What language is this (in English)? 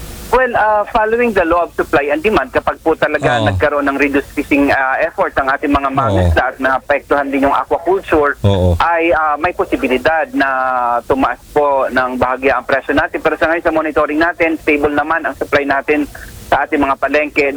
Filipino